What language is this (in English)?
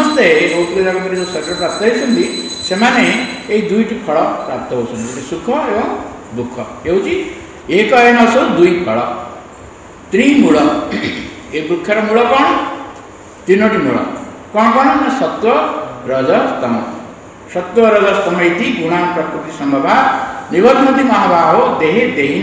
Odia